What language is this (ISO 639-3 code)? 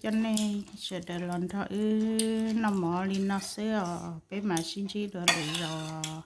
hmn